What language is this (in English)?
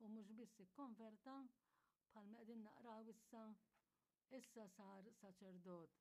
Maltese